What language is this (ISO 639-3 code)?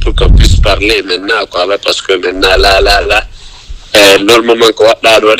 ful